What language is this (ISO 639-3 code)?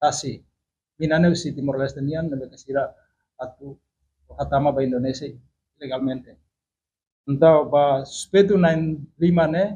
tet